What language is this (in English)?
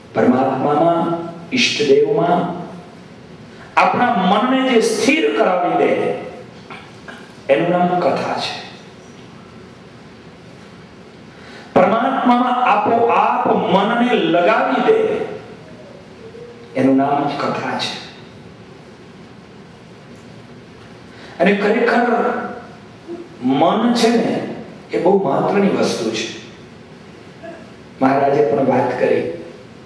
Gujarati